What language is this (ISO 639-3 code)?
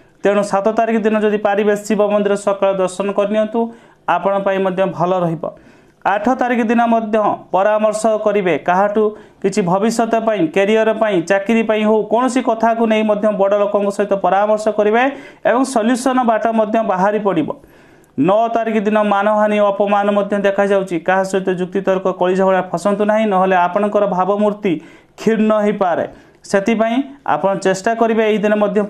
ori